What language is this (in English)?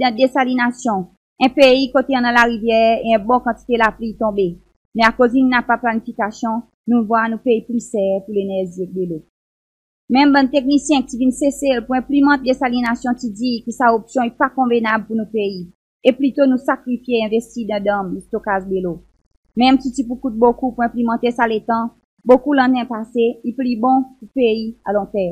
Seselwa Creole French